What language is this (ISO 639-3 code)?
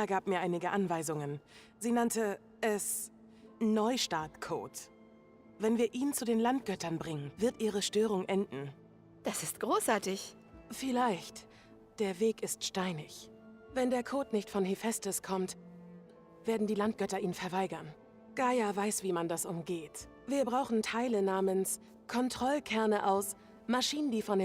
bar